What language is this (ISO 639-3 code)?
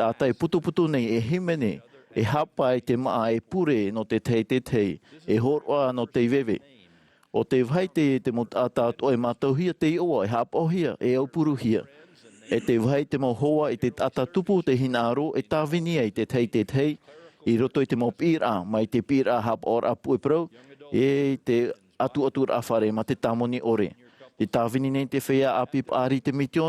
tah